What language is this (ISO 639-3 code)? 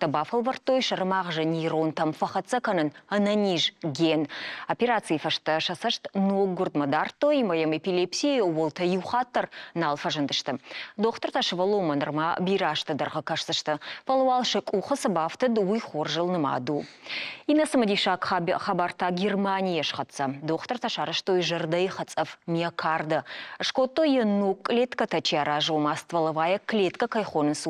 oss